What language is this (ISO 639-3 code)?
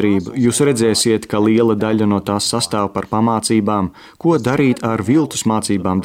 lav